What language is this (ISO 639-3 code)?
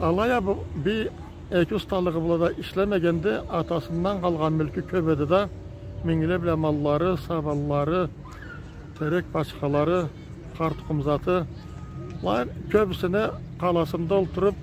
krc